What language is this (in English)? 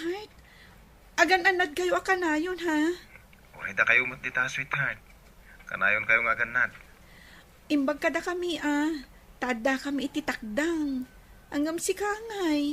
Iloko